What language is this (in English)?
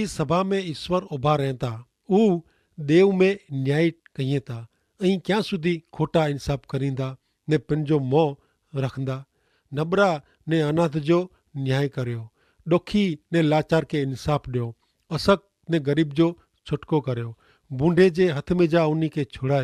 Kachhi